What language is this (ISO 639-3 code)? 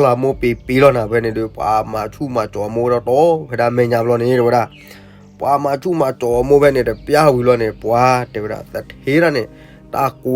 ksw